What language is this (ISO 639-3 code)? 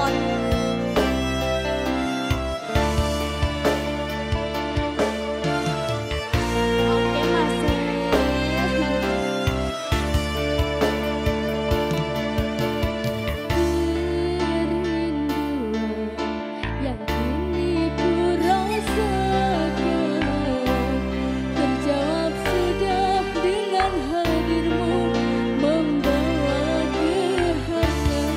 ind